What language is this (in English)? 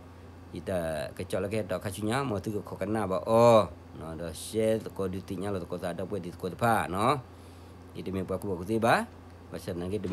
S'gaw Karen